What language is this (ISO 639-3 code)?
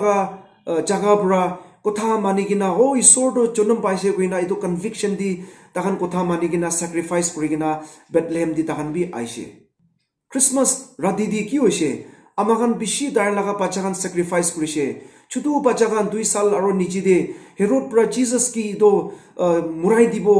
nag